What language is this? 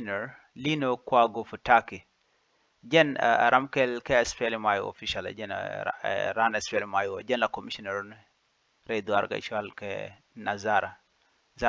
Nuer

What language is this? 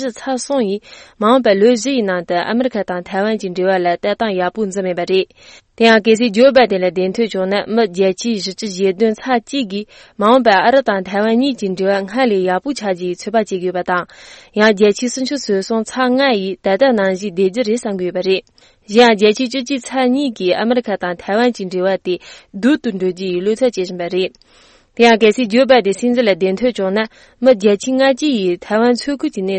Tibetan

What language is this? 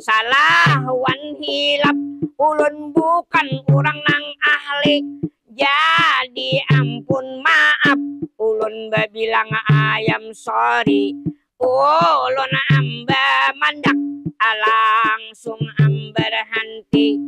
Banjar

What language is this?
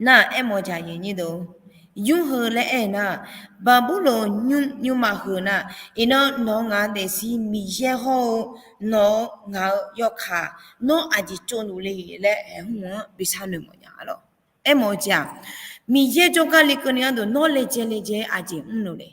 Akha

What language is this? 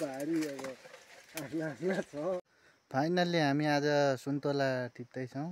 Nepali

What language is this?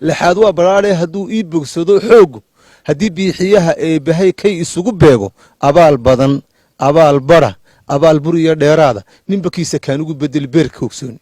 Somali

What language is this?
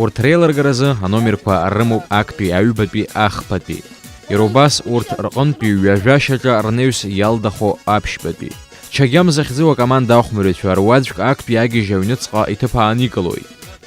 Abkhazian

